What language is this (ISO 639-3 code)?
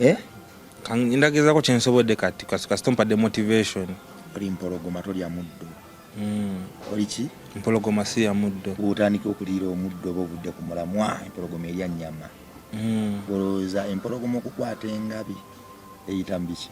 lug